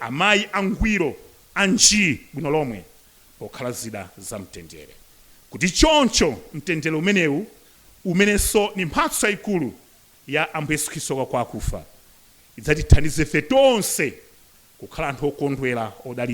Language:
Nyanja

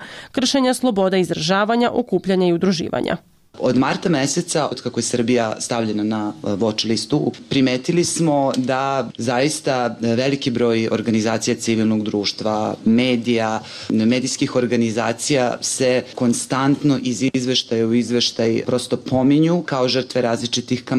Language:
Serbian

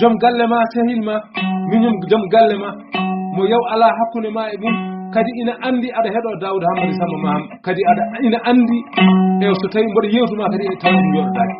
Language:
Fula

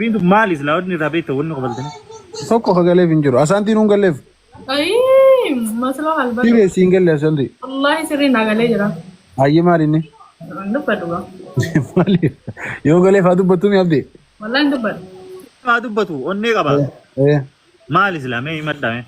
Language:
Oromo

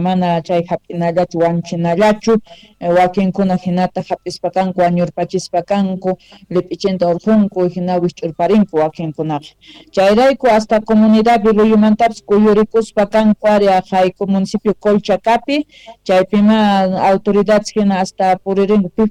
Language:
South Bolivian Quechua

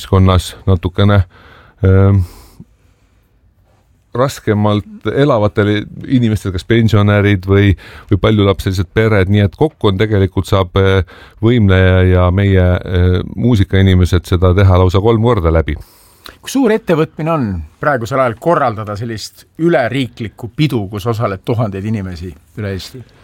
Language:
Estonian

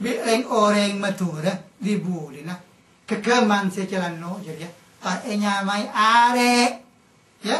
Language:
Madurese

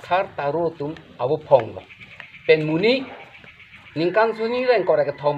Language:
Karbi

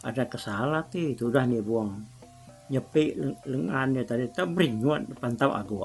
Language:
Iban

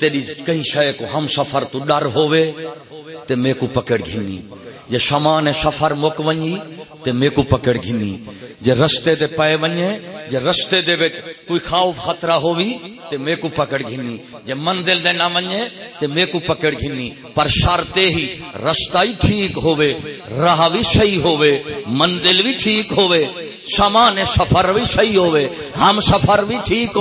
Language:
Saraiki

